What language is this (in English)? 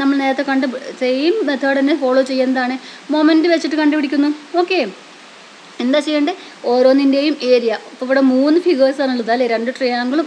Malayalam